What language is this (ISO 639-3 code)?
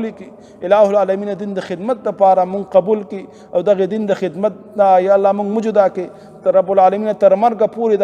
pus